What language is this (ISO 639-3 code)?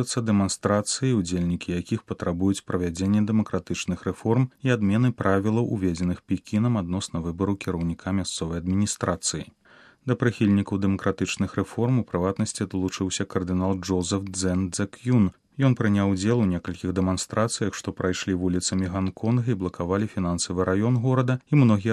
bel